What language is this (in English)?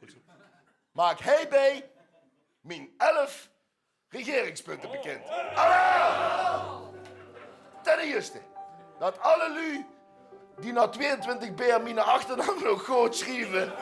Limburgish